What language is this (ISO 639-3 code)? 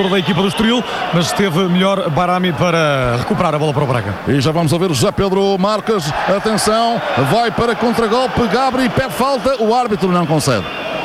por